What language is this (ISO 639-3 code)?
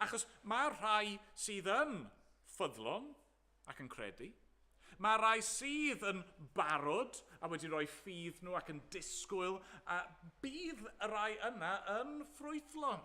cym